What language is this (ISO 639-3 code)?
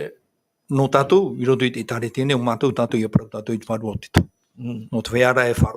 tah